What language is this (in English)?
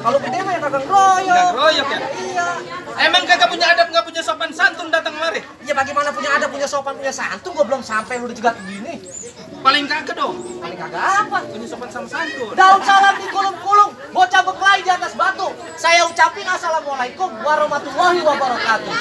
Betawi